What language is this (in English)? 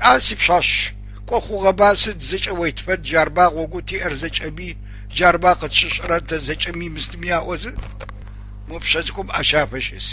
Adyghe